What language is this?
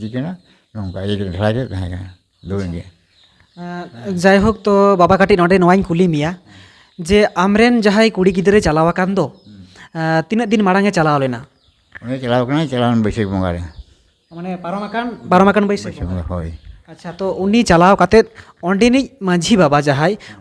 Santali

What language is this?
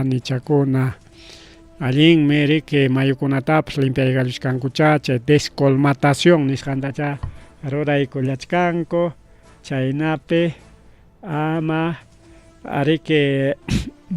Ayacucho Quechua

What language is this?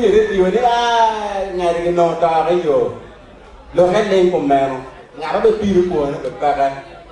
Acoli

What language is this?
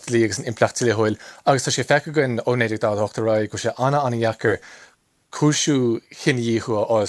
Irish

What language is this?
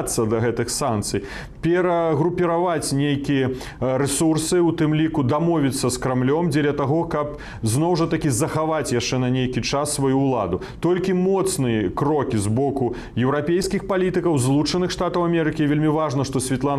Belarusian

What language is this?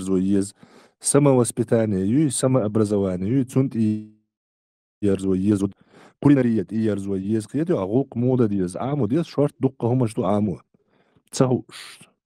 Chechen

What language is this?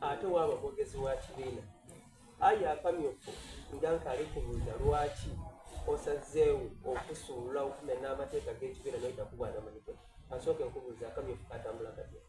Soga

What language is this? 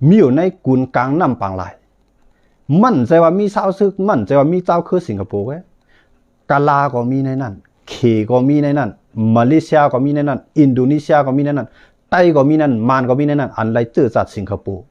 Shan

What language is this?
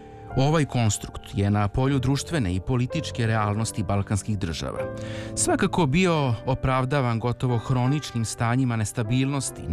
Serbian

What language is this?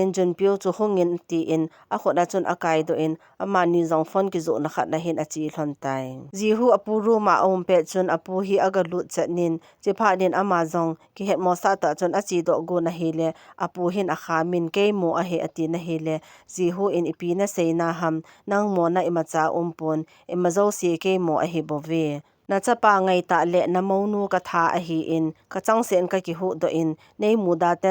Thado Chin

